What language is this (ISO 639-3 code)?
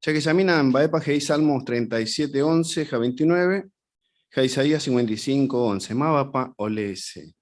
grn